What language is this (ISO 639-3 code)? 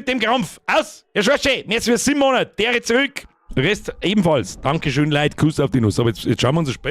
bar